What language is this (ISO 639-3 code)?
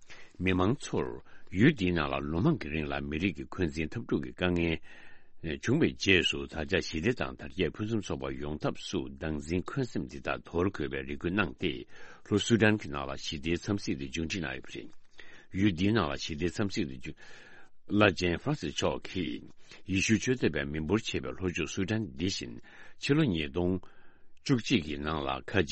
bod